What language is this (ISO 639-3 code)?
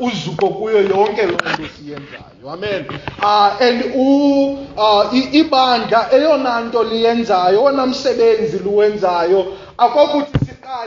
xho